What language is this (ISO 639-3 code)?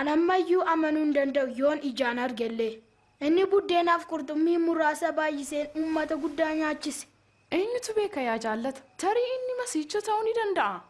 orm